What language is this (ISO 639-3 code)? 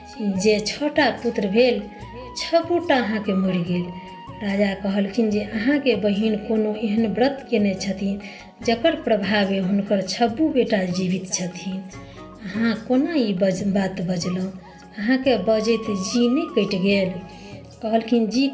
mai